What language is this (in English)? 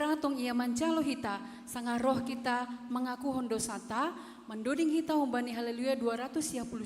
Batak Simalungun